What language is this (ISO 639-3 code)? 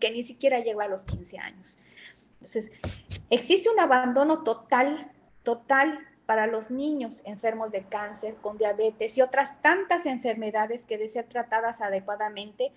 spa